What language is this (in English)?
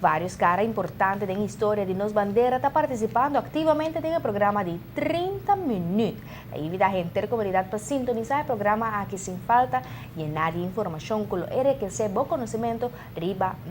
Papiamento